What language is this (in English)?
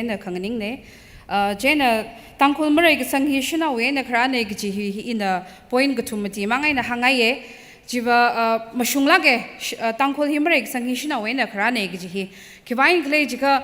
Tangkhul Naga (India)